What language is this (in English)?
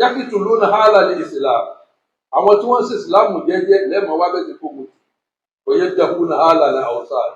Yoruba